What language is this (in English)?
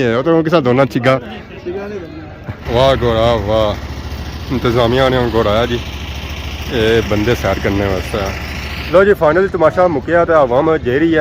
Pahari-Potwari